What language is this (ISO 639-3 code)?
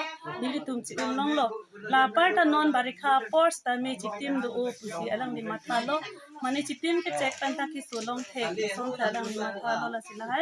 mjw